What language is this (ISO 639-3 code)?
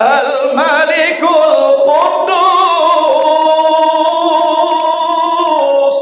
min